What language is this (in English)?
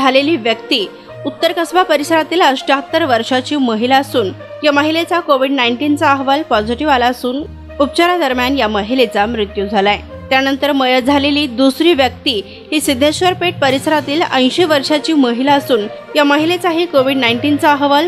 Marathi